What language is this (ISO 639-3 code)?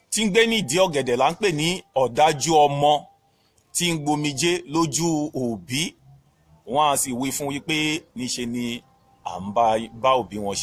yor